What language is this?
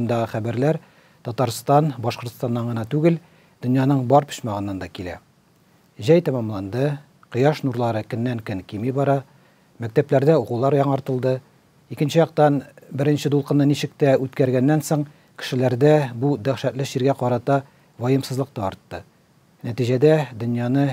Tatar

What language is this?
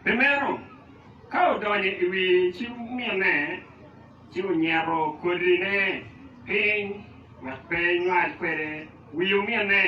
Acoli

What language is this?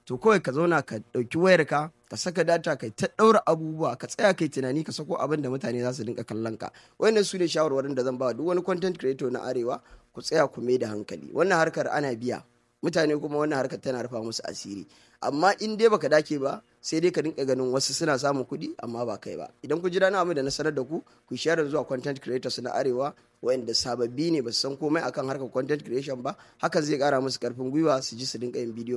Hausa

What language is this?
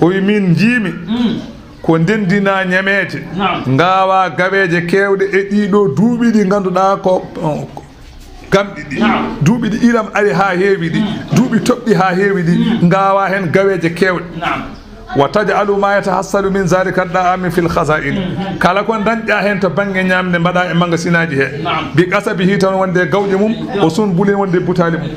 Fula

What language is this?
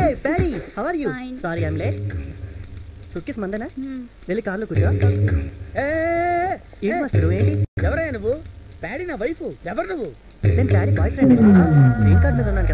Telugu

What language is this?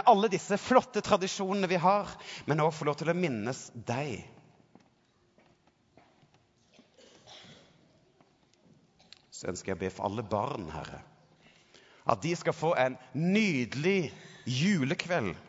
Norwegian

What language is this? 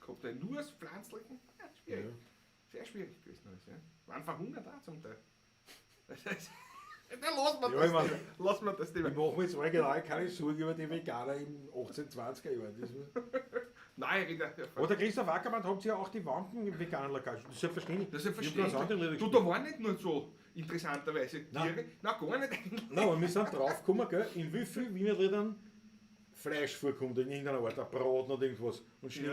Bavarian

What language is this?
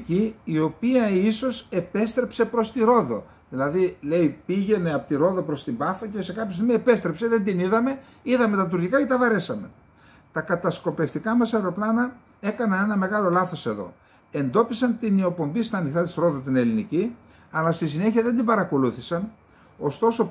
Greek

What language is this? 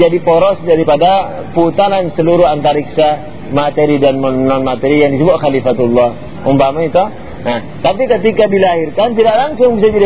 Indonesian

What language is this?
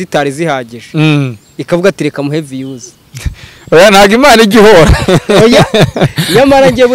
Kinyarwanda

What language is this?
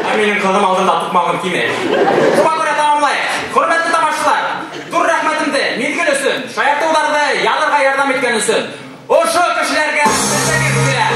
Bashkir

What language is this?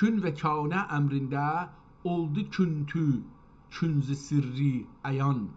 South Azerbaijani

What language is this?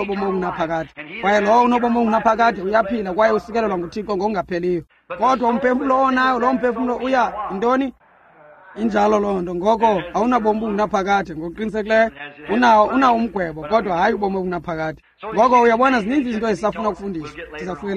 Xhosa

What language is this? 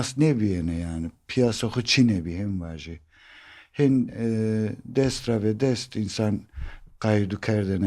Zaza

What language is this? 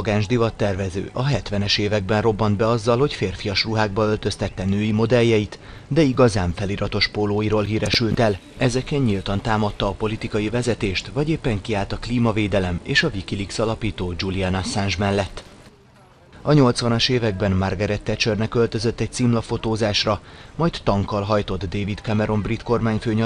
Hungarian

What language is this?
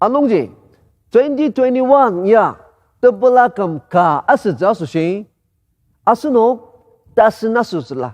Ao Naga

